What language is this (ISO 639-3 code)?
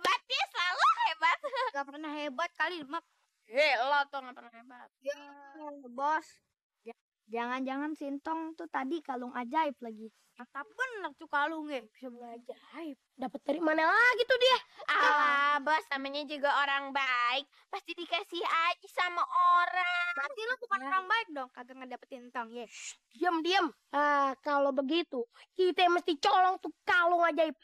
bew